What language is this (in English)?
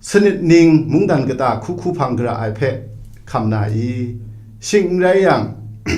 Kachin